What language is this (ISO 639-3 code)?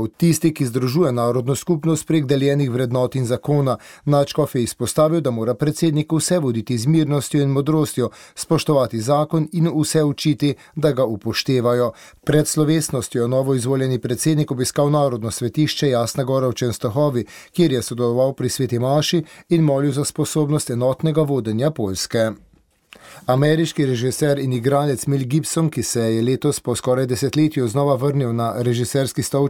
slv